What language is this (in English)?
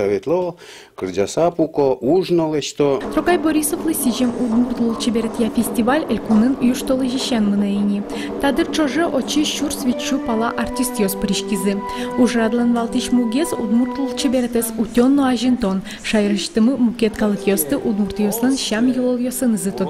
Udmurt